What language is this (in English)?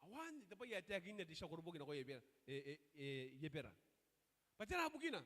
Gilbertese